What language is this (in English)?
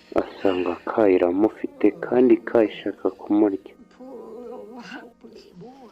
Kinyarwanda